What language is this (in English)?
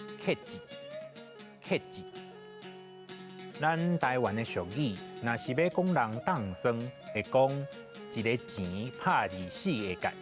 Min Nan Chinese